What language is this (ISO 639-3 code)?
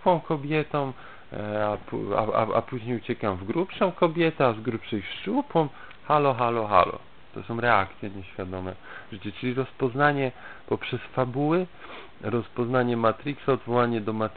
pol